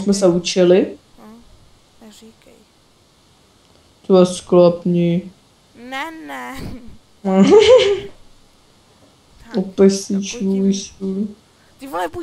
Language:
Czech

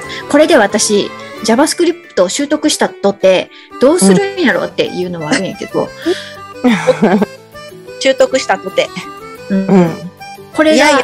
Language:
Japanese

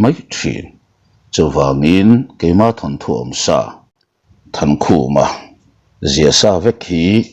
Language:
Mizo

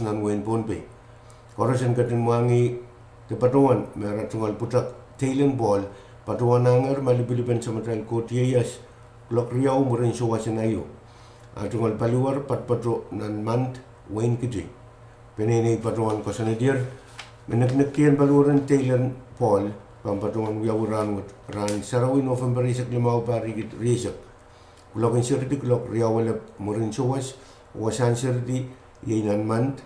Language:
Pohnpeian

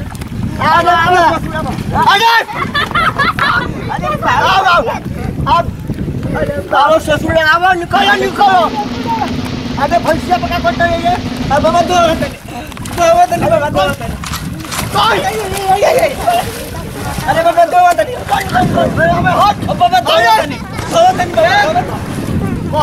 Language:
Bhojpuri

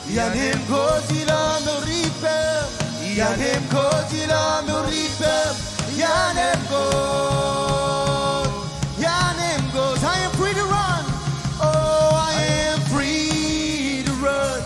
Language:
Marshallese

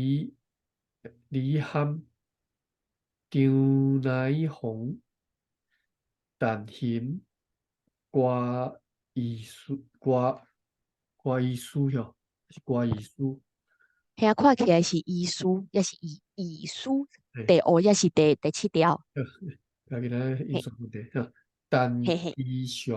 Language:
Min Nan Chinese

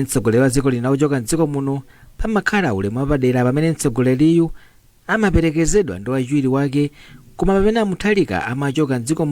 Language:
Nyanja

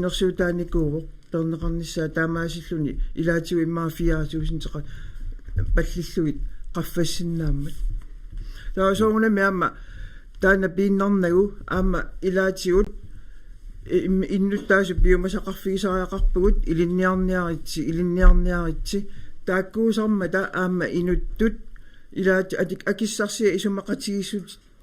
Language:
Kalaallisut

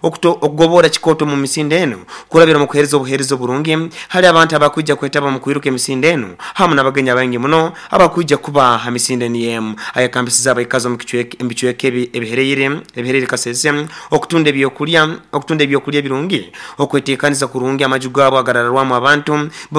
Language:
Nyoro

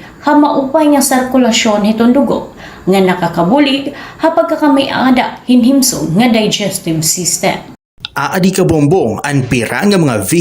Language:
Waray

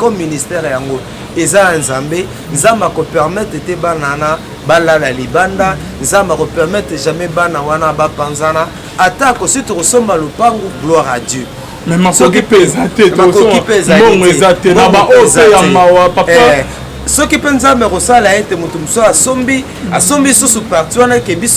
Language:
Lingala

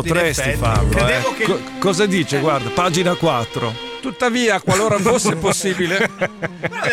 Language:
Italian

